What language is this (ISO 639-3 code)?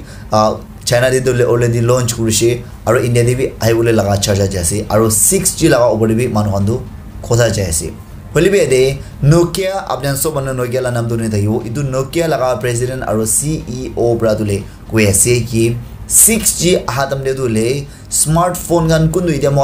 nag